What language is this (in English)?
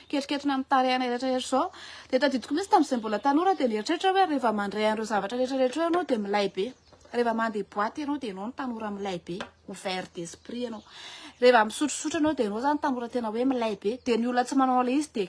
Malagasy